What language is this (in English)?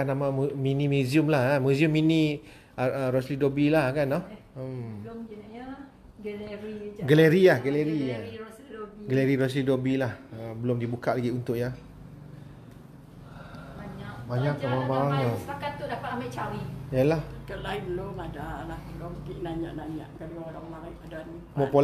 Malay